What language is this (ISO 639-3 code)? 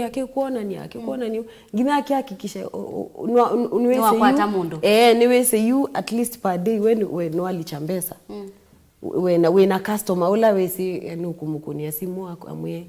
kam